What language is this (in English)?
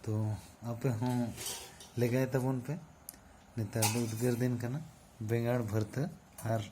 Santali